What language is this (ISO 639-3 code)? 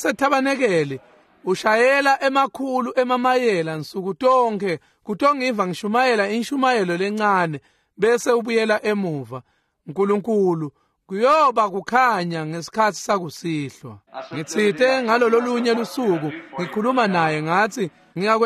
ssw